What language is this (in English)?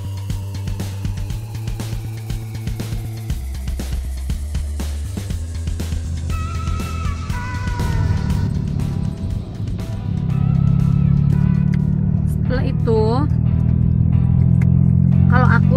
Indonesian